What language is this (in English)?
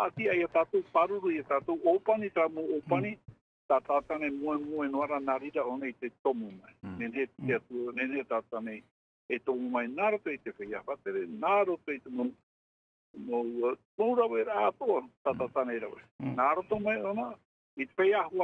Tahitian